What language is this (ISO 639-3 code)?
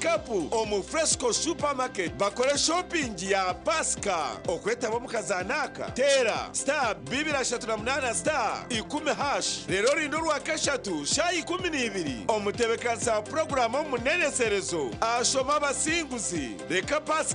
nyn